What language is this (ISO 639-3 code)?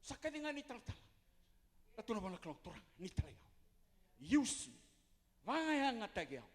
fij